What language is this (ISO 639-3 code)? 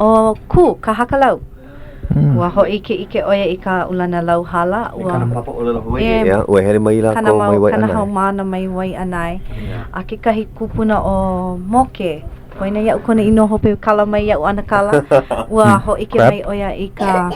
haw